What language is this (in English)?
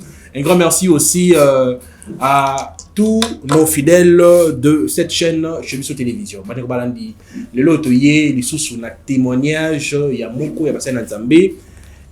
Lingala